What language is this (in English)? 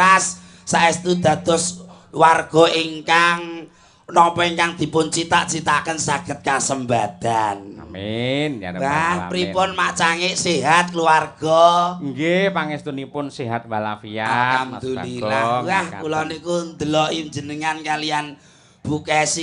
Javanese